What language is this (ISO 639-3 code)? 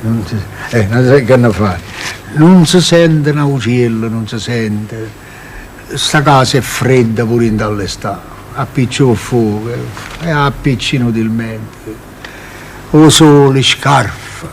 nap